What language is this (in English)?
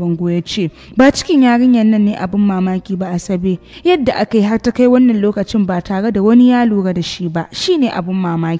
Hausa